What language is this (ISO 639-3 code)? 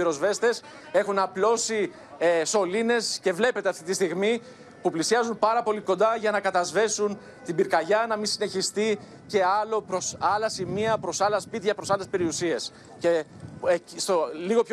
ell